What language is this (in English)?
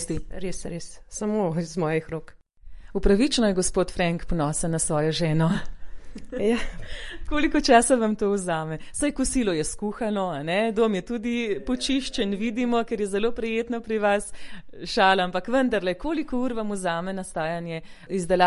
Slovenian